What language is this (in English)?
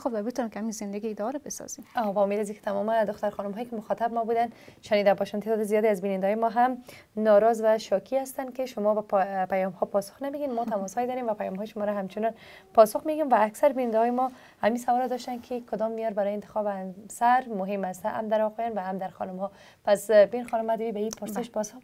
Persian